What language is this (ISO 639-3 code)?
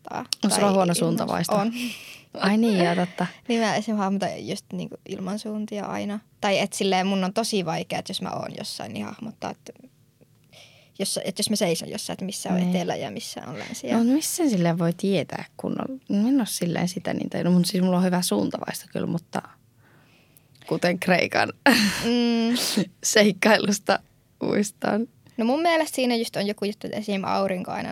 fin